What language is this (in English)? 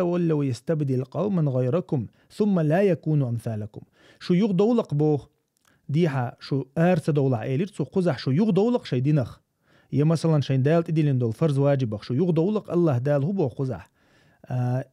Chechen